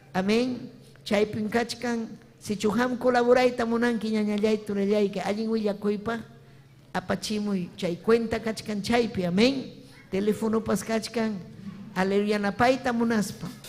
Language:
Ayacucho Quechua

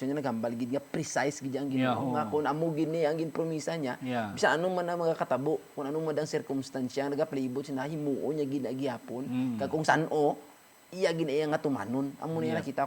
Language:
Hiligaynon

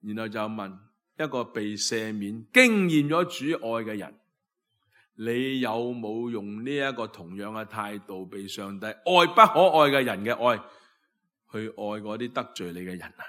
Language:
Cantonese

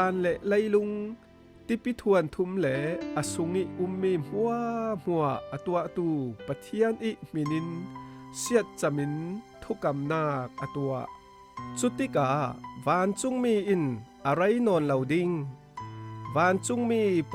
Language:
Falam Chin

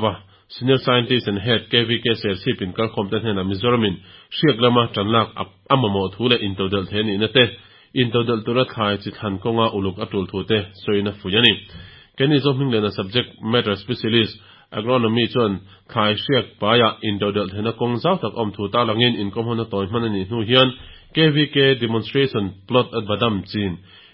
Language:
Mizo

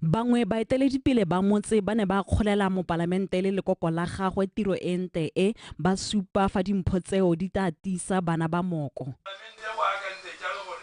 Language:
Tswana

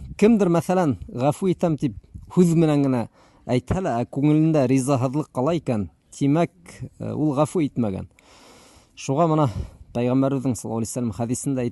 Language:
Bashkir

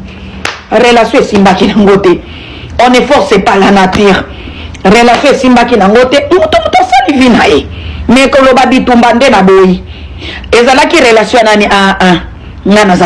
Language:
Lingala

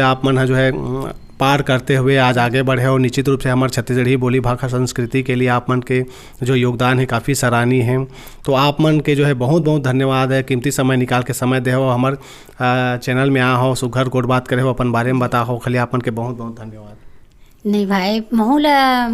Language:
Chhattisgarhi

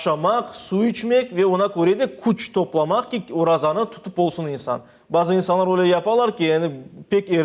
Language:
Crimean Tatar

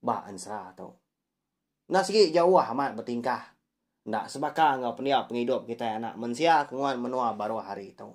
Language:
Iban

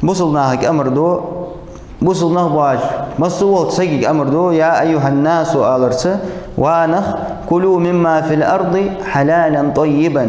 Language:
Ingush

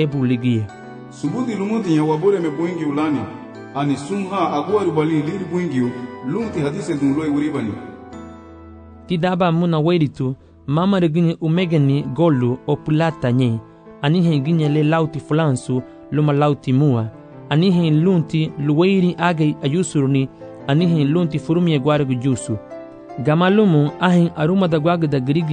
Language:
Garifuna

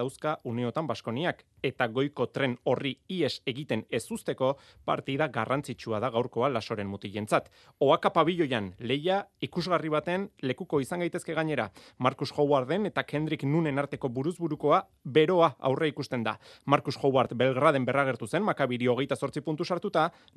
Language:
Basque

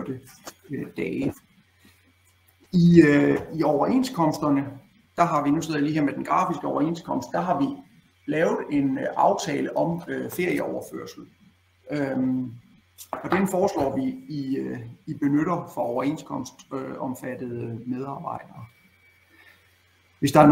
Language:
Danish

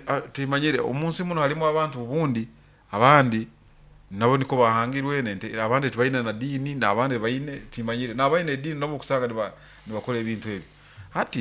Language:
Nyoro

